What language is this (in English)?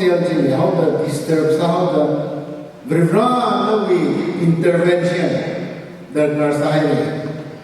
Tangkhul Naga (India)